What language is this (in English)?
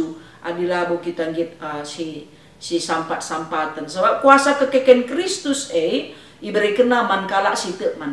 Batak Karo